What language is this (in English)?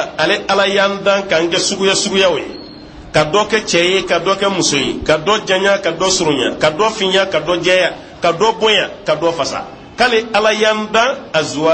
Bambara